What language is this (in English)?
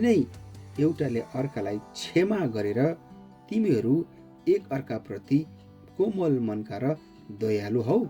Nepali